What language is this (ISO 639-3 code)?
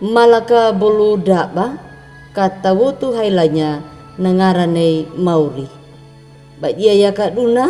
akg